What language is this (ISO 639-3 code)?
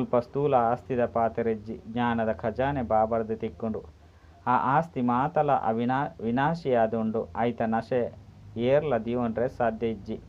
tcy